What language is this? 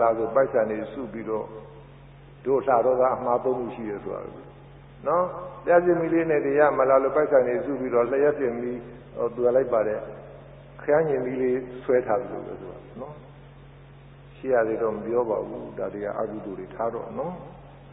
Burmese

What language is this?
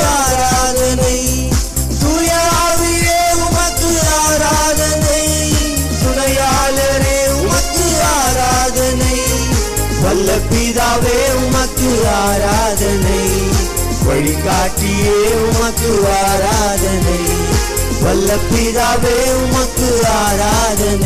Tamil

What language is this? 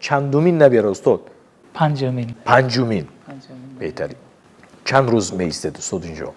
Tajik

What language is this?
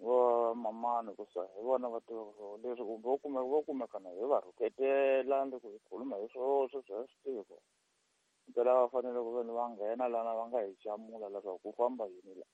Tsonga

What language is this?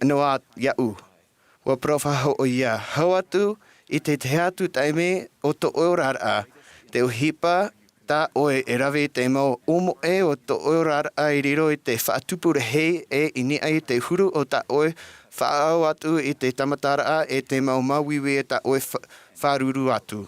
Tahitian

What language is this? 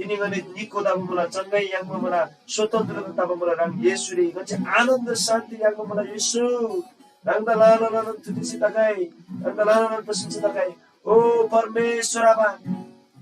Eastern Tamang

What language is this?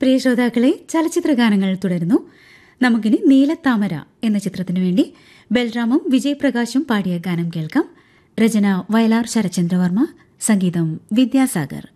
Malayalam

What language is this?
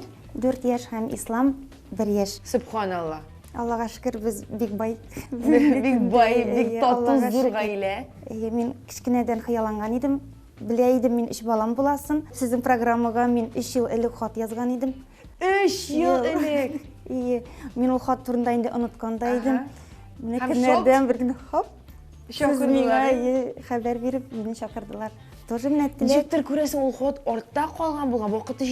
Tatar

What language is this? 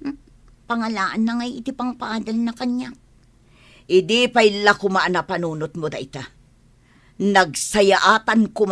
Iloko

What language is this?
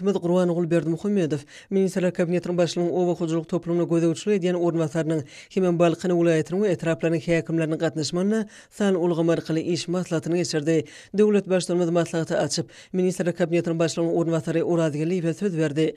Turkmen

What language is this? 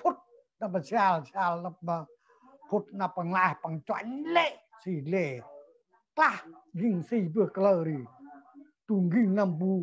Central Mnong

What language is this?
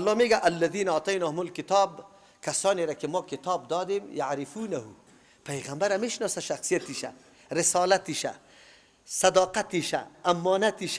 Persian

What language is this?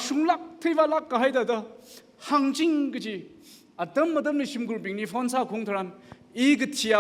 Tangkhul Naga (India)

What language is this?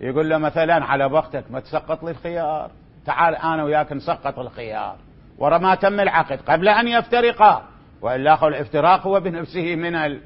Mesopotamian Arabic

